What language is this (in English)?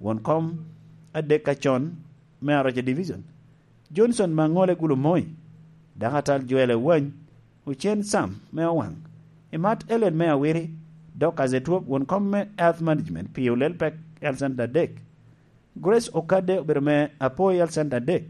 Lango (Uganda)